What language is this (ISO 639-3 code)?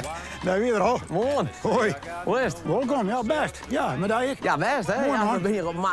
fry